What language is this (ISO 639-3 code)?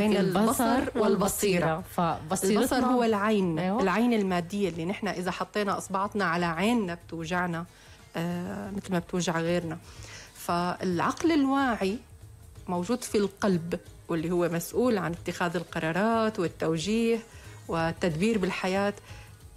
apc